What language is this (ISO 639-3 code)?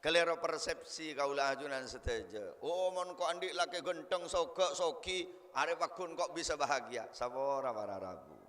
mad